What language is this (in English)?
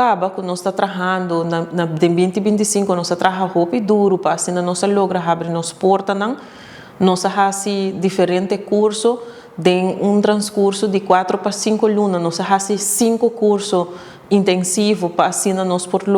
Papiamento